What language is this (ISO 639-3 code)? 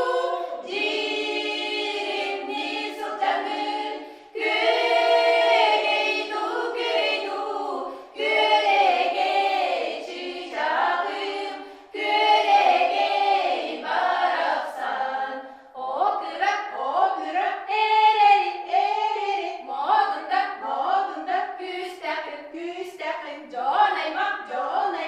sah